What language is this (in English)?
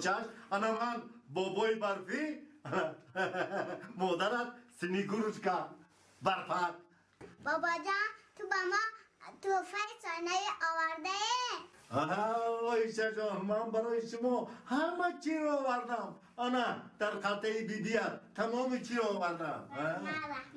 Tajik